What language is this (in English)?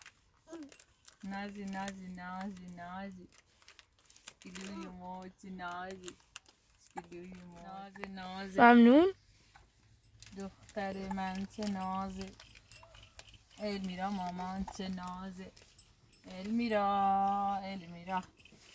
Persian